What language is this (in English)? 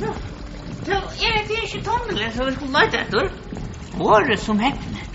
Faroese